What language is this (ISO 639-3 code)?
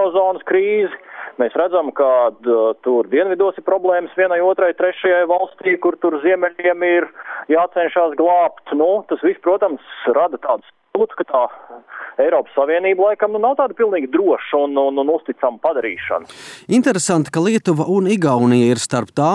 lav